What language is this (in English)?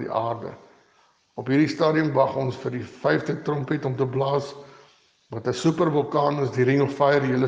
Afrikaans